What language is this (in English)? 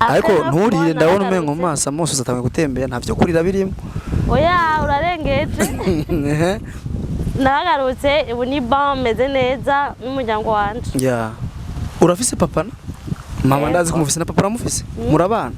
Rundi